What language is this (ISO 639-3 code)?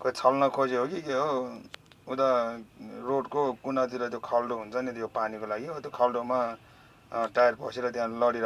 nep